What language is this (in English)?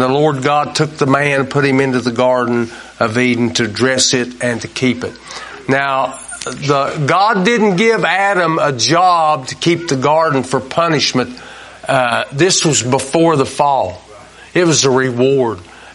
English